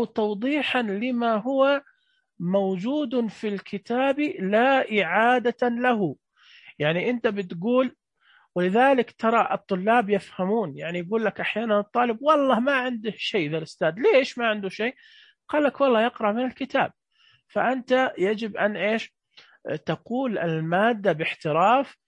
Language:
Najdi Arabic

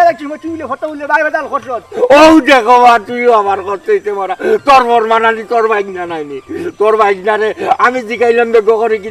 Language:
Sylheti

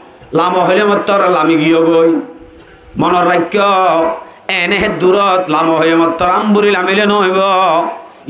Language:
Rohingya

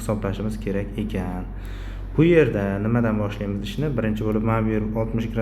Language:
Uzbek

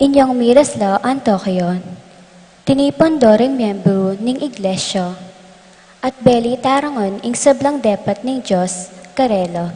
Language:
Pampanga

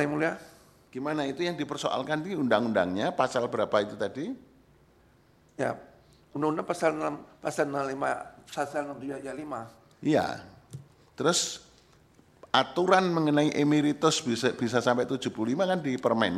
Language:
Indonesian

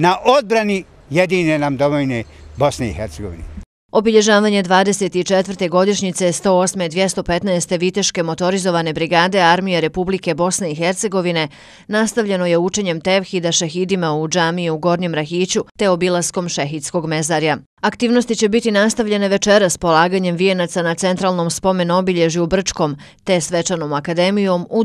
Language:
Bosnian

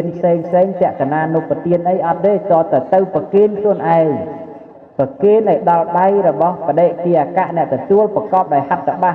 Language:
Khmer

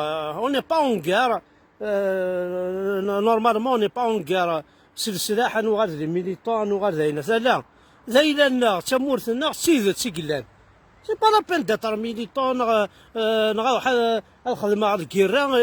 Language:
Kabyle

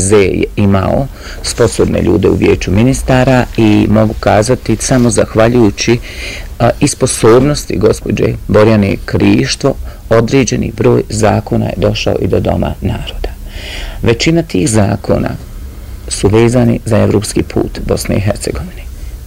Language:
Bosnian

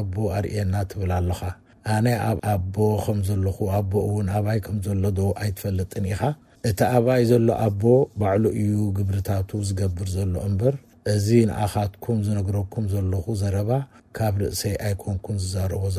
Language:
Tigrinya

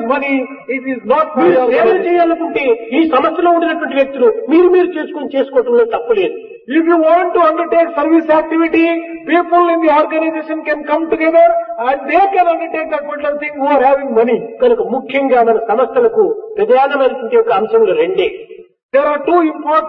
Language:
Telugu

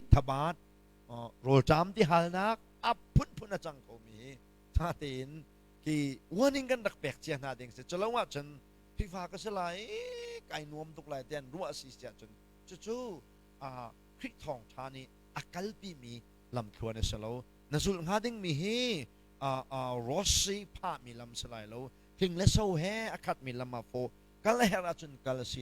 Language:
Hakha Chin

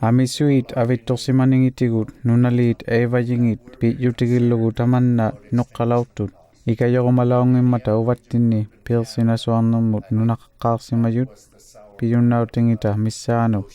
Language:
Inuktitut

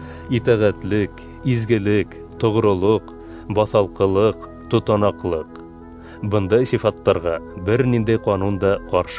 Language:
Bashkir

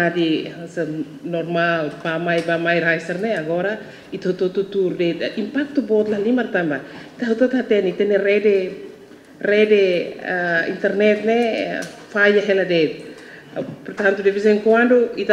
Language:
Tetum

